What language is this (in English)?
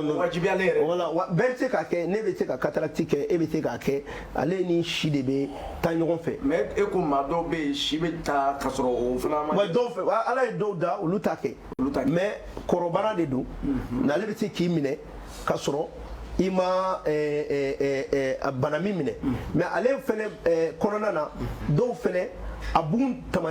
Bambara